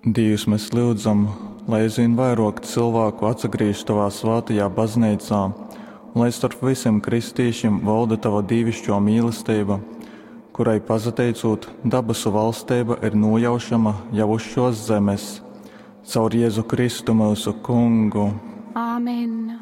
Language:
Latgalian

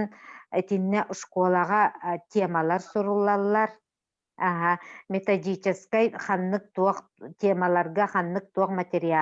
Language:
Yakut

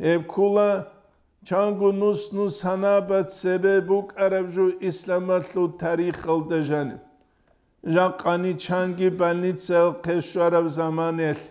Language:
Avaric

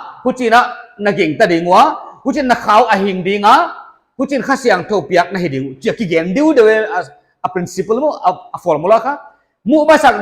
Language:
Paite Chin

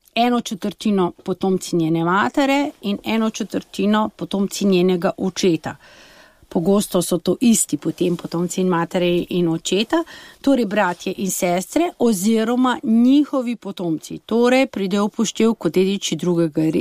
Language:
Slovenian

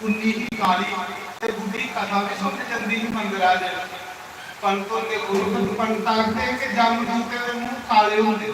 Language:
Dogri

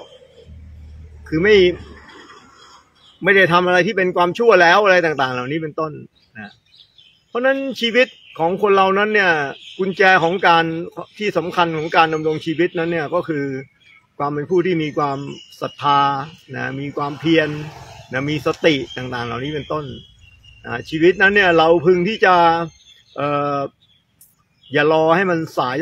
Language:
Thai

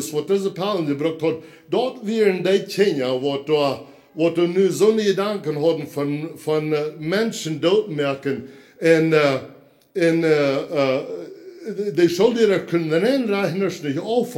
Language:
Plautdietsch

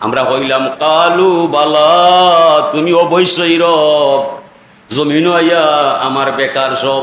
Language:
Sylheti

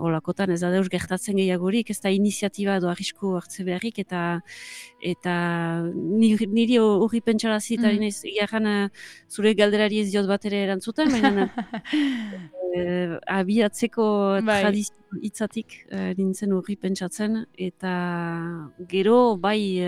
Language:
Basque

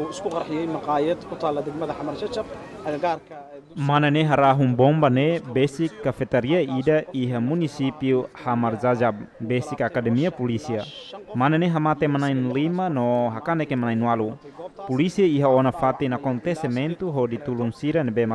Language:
Tetum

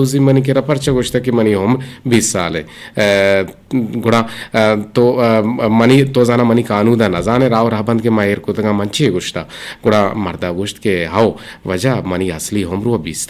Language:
Eastern Balochi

